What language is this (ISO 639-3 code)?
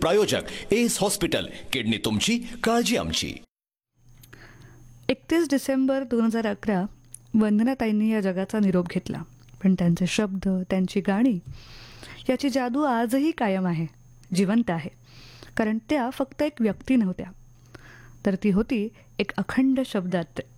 mar